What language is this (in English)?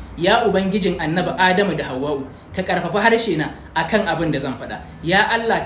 Hausa